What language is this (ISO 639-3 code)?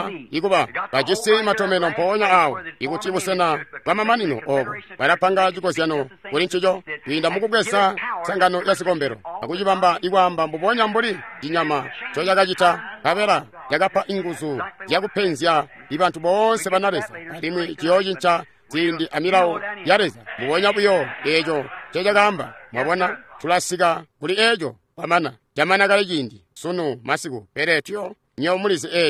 toi